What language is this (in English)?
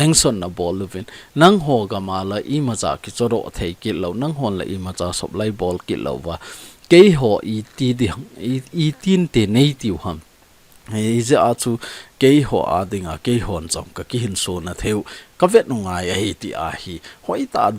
Thado Chin